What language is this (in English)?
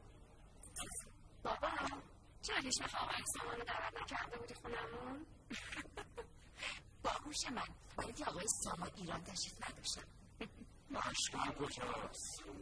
Persian